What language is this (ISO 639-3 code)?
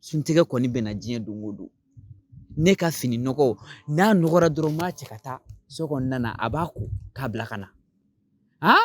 bam